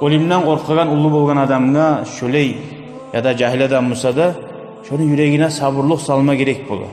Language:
Kumyk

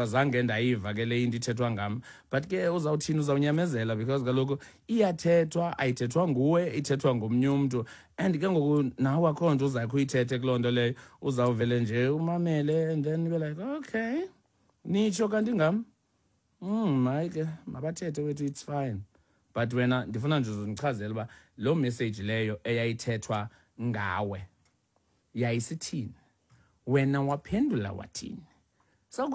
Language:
Xhosa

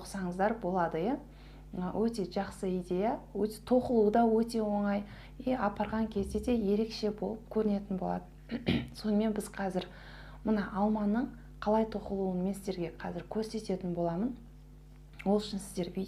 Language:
Kazakh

